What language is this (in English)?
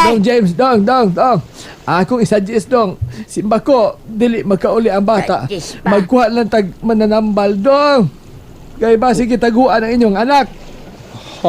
Cebuano